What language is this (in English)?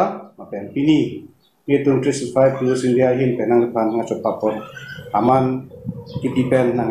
Karbi